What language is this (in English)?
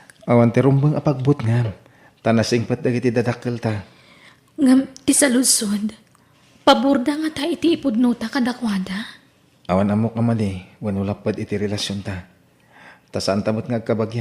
Iloko